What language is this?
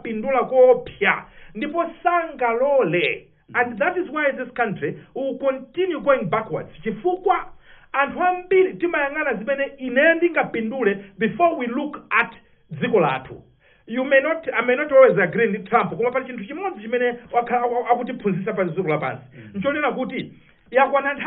Nyanja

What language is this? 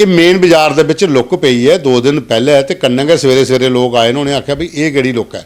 Dogri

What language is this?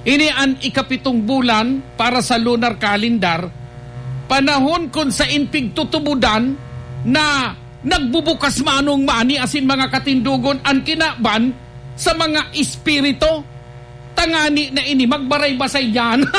Bikol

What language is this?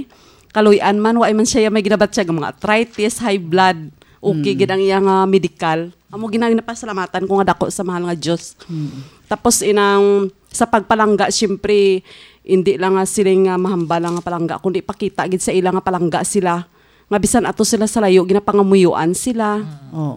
Hiligaynon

